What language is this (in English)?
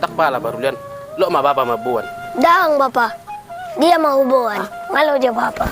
Batak Toba